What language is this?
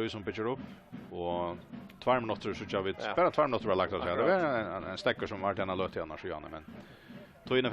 Faroese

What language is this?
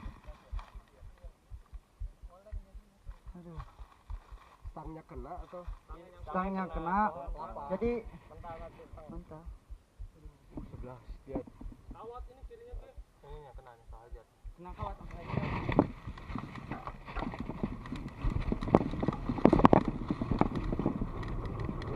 Indonesian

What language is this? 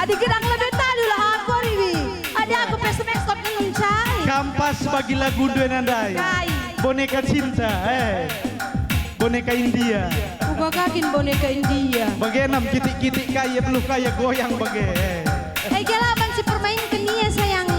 Batak Karo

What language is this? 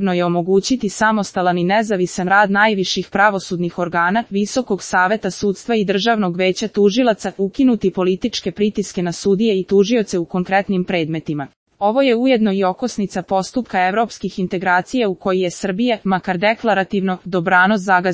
Serbian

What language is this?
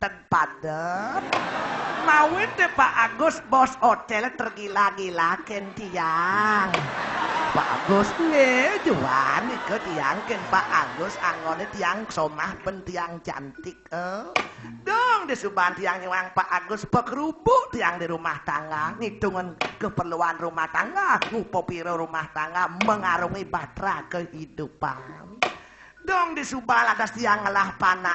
Balinese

